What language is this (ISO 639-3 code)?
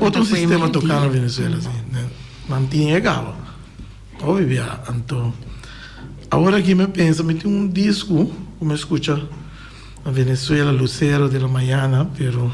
pap